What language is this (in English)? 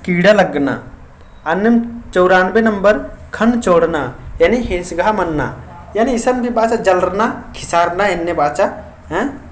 Kurukh